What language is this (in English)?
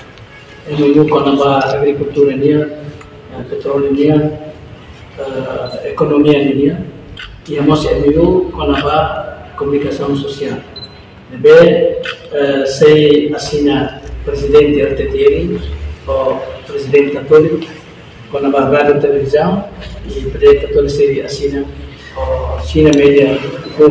Tetum